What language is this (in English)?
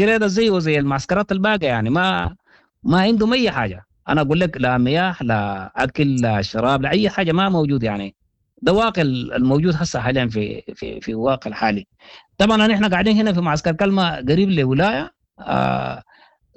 Sudanese Arabic